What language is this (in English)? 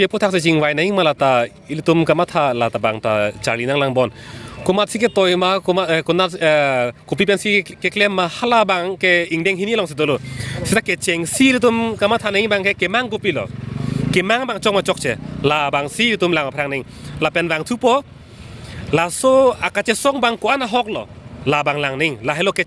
Karbi